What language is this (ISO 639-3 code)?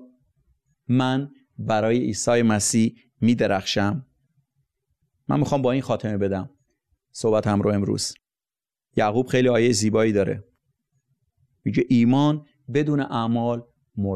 fas